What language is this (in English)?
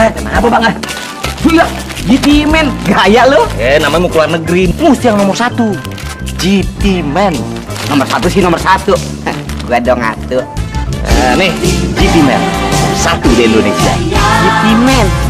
Betawi